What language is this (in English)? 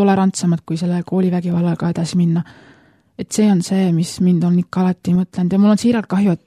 Estonian